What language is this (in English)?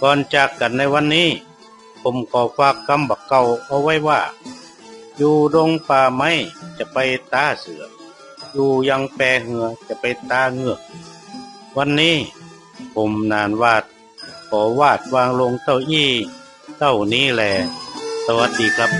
Northern Thai